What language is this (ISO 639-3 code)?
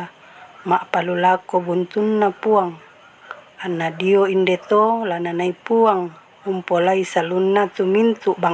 sda